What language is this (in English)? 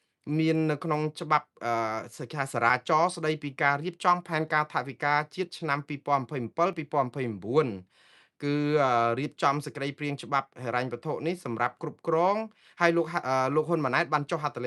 Khmer